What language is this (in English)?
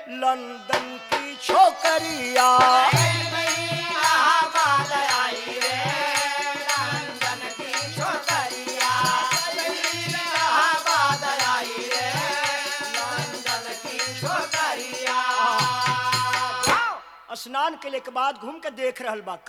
Bhojpuri